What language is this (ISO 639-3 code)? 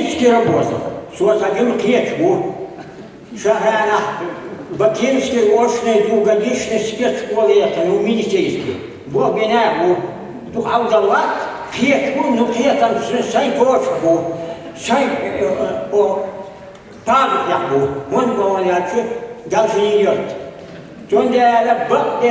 che